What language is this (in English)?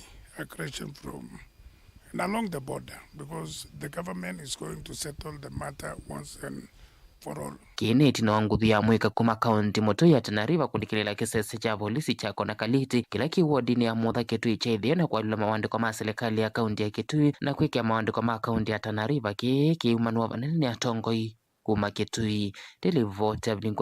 Kamba